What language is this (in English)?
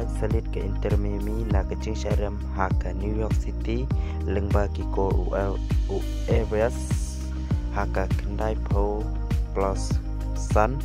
Khasi